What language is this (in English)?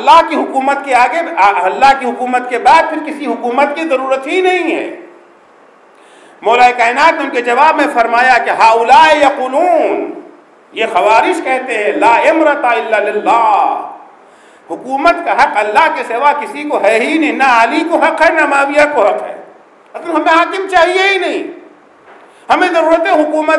Urdu